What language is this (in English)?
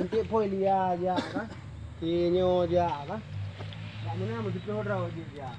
Achinese